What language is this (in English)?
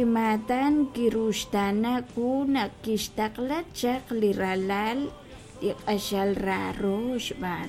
Kekchí